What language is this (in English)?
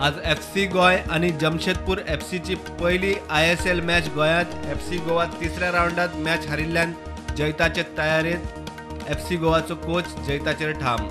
Konkani